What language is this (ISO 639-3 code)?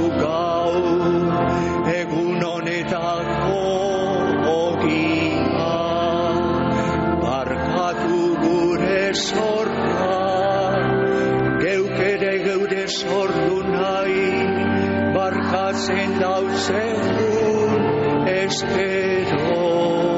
eus